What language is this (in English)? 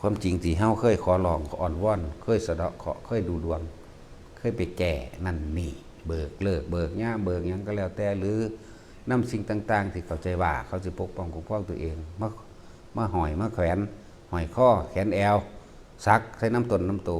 Northeastern Thai